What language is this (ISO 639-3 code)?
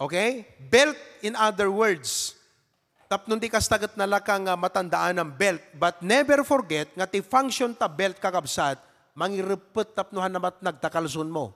ilo